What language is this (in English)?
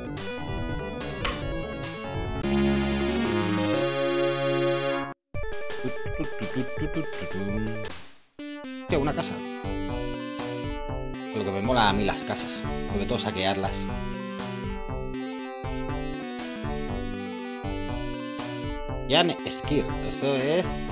Spanish